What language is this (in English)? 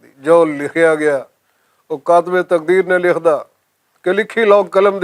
Western Panjabi